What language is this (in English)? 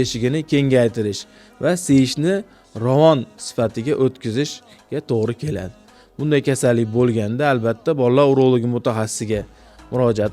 Uzbek